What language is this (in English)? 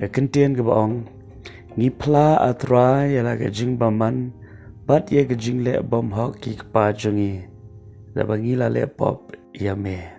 Khasi